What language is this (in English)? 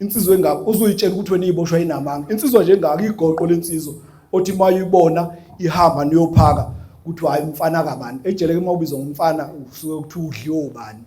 Zulu